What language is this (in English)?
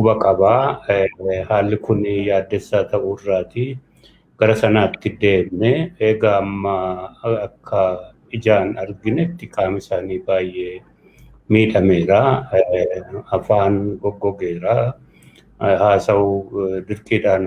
Oromo